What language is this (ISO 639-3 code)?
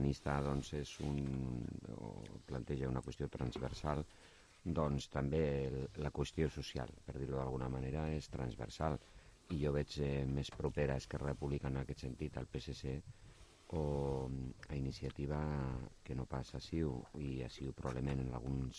cat